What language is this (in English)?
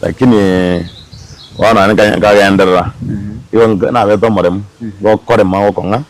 Gusii